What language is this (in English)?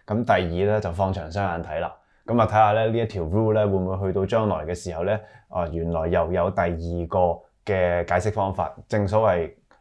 Cantonese